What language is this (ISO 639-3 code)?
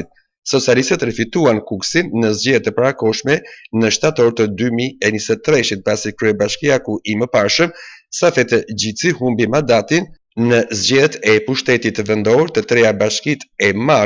sqi